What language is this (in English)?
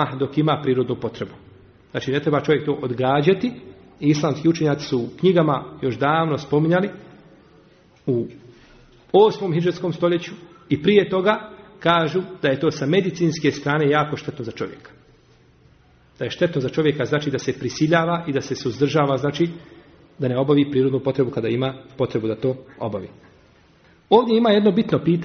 Bosnian